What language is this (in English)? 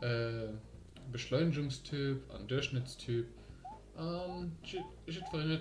Luxembourgish